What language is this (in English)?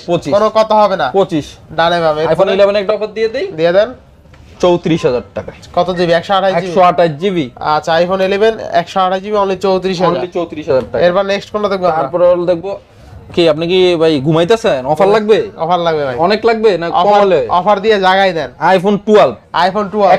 Bangla